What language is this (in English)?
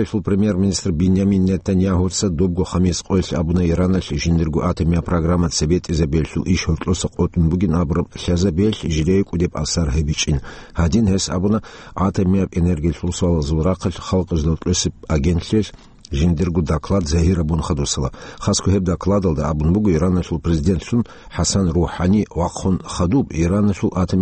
Avaric